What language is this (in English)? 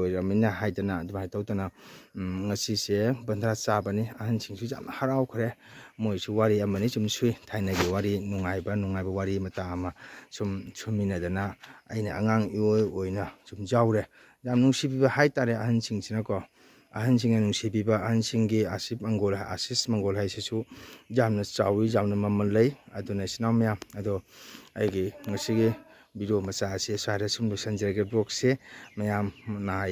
Manipuri